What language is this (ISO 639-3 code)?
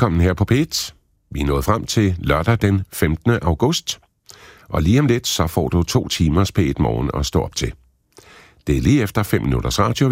dan